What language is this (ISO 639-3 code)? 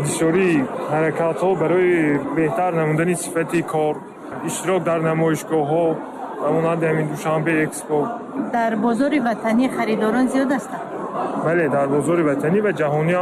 tgk